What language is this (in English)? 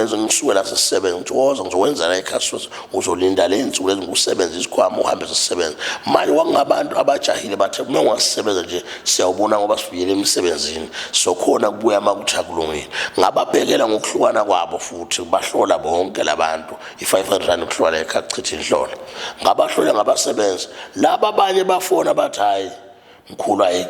Zulu